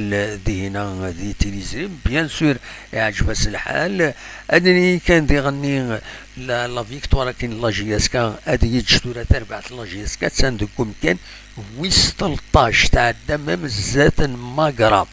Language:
Kabyle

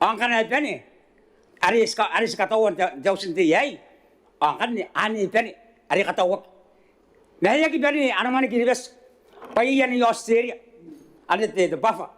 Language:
Gilbertese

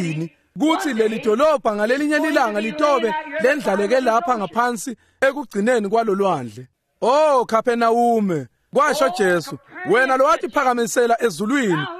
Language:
Swati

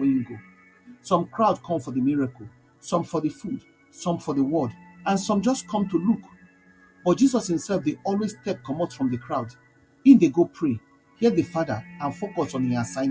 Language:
Nigerian Pidgin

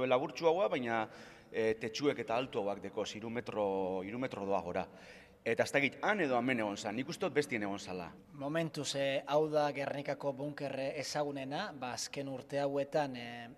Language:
Basque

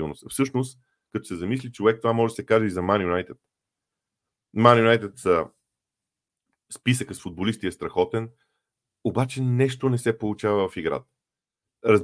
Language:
Bulgarian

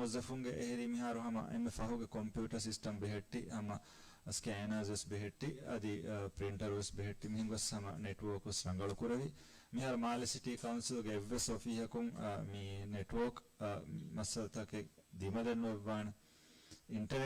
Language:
Divehi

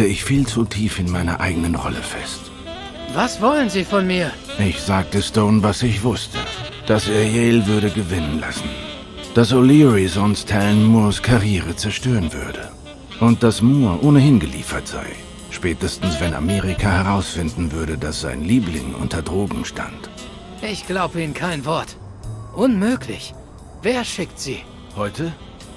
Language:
Swiss German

